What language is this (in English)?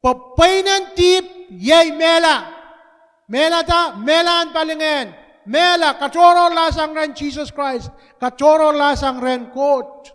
Pohnpeian